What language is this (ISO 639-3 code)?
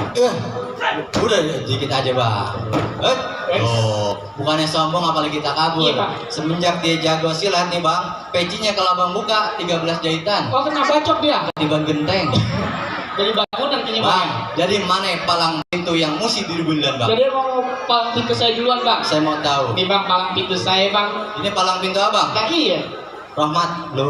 bew